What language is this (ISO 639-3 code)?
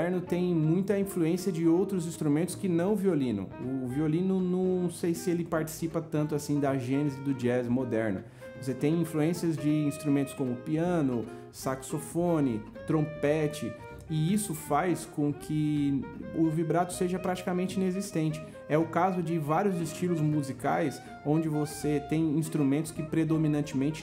por